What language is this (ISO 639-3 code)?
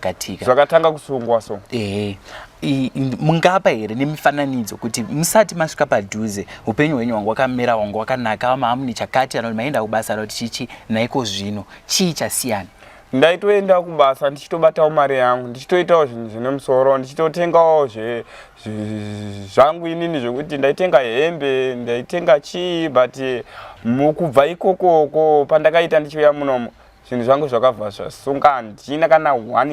sna